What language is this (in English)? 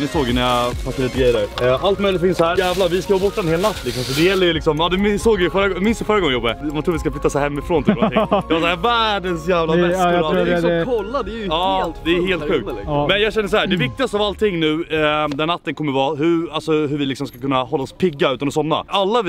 Swedish